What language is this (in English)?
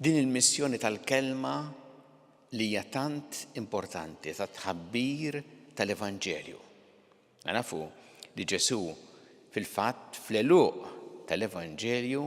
Maltese